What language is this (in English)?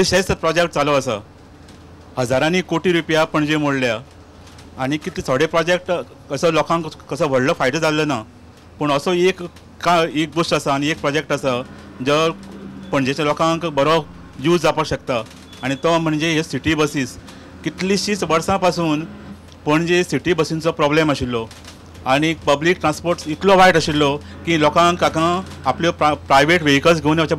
Konkani